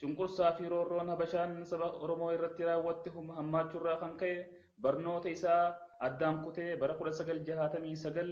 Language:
Oromo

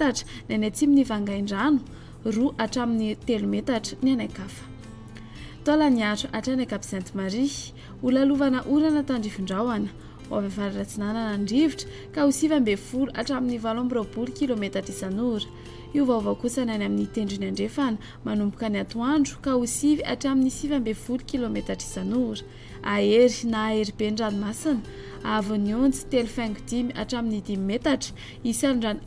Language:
Malagasy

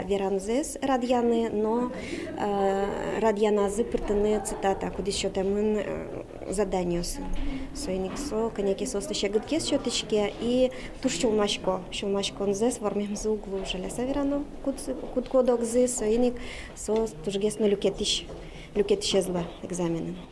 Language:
Udmurt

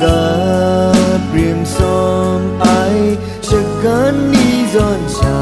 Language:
Kachin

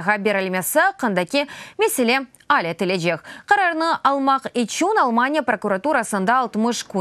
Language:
Crimean Tatar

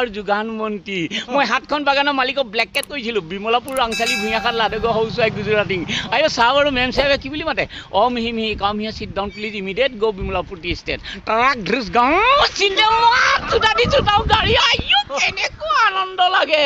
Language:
Assamese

